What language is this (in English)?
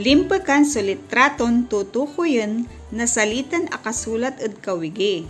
Pangasinan